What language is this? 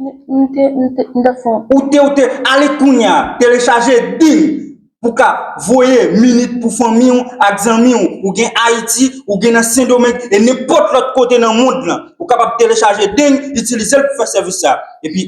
Haitian Creole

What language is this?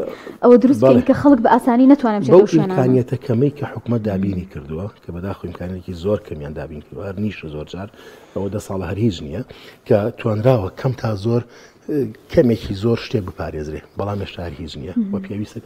Central Kurdish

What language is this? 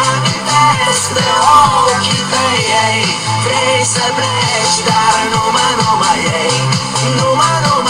Romanian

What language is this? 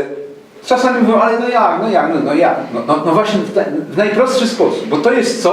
Silesian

